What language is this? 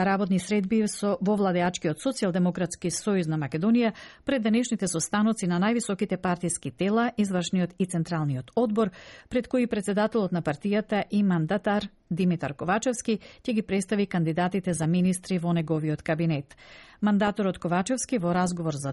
Macedonian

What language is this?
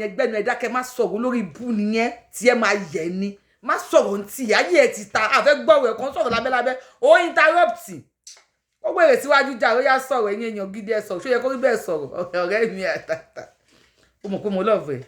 Yoruba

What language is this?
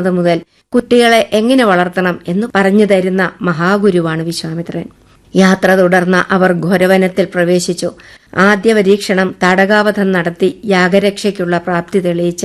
Malayalam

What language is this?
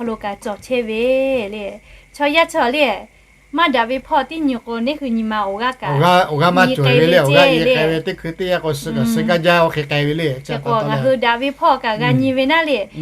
Lahu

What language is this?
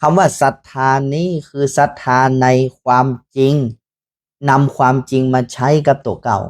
Northern Thai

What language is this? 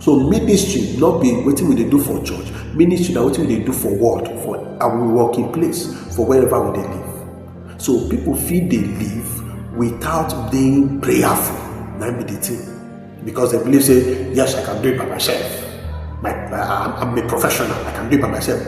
Nigerian Pidgin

